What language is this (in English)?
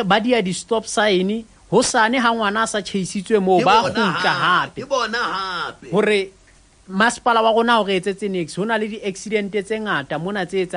Southern Sotho